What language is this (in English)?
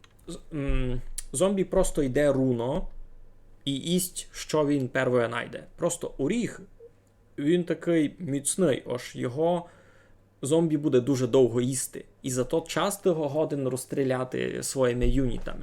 Rusyn